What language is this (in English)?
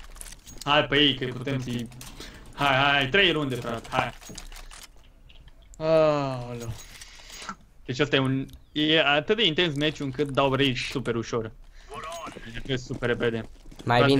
Romanian